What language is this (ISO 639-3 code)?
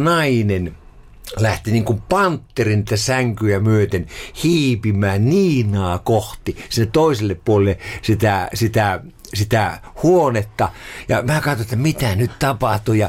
fin